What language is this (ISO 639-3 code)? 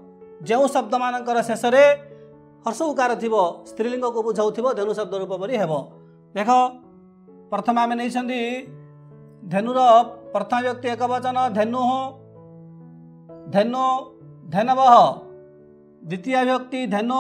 ori